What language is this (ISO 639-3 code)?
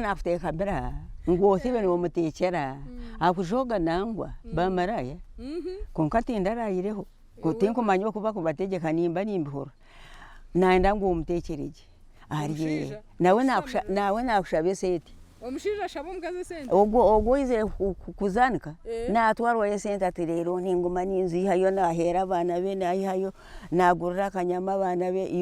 nyn